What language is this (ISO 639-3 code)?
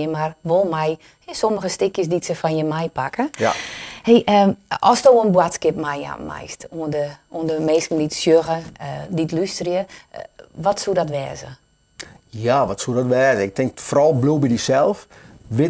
fry